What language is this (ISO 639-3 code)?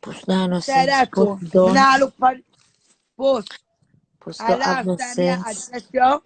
jam